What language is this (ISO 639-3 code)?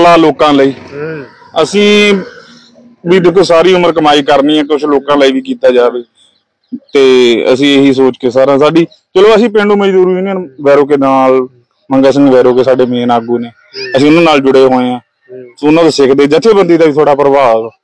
pan